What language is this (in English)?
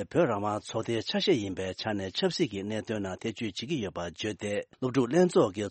Tibetan